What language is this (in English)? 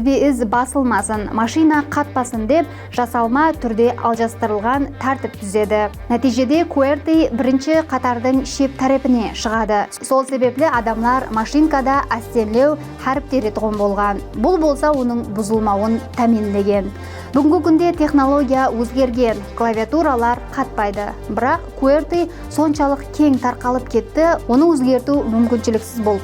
Kara-Kalpak